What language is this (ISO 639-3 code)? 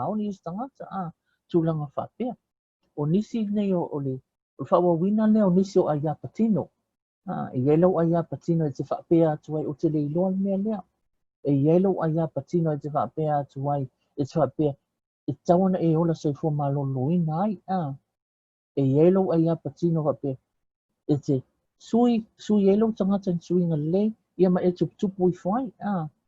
smo